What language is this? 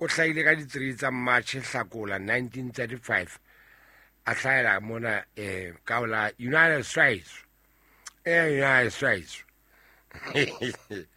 Southern Sotho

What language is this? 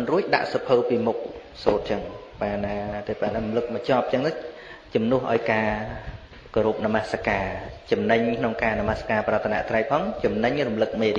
Khmer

